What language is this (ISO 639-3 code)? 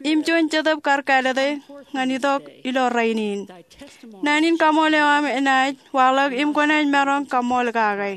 mah